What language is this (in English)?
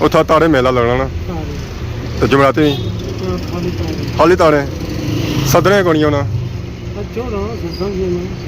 Pahari-Potwari